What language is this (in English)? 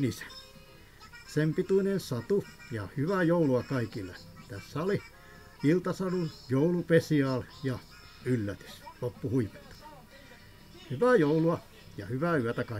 Finnish